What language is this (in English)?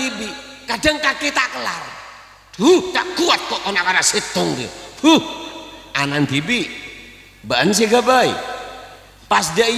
Madurese